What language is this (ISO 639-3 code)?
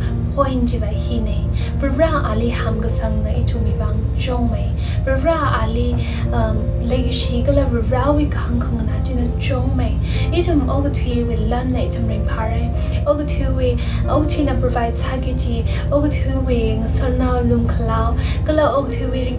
nmf